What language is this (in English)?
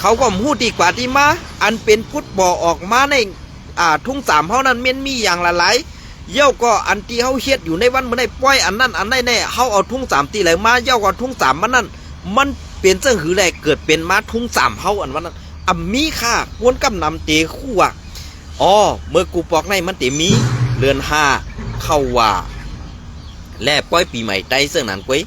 Shan